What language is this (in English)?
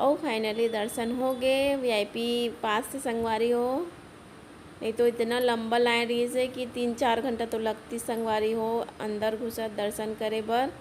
Chhattisgarhi